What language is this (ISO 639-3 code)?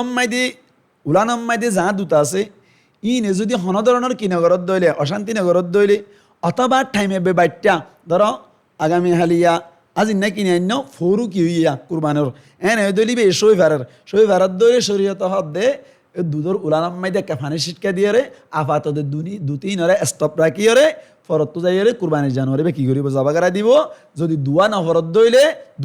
rhg